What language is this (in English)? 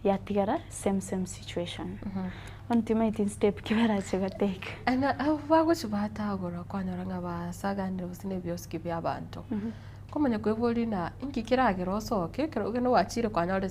Gusii